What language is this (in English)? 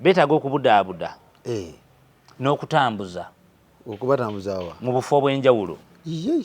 Ganda